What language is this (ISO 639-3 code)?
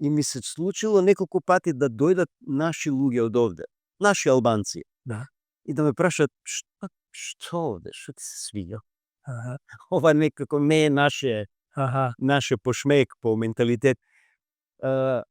mkd